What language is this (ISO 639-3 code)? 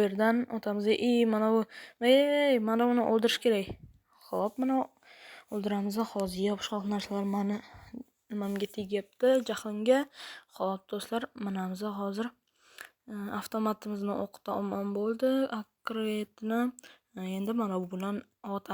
uzb